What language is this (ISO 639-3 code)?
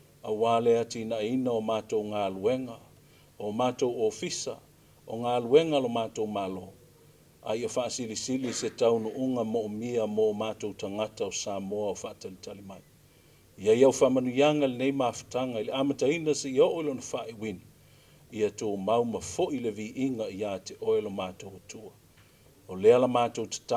smo